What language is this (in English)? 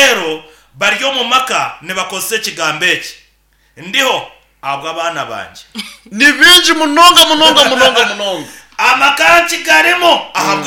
Nyankole